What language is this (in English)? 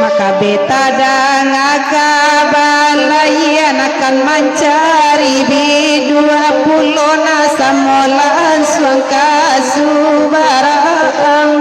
Minangkabau